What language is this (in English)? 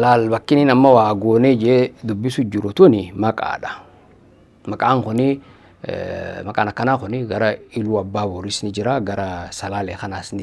Oromo